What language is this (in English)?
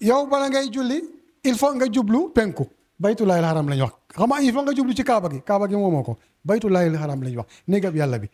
Wolof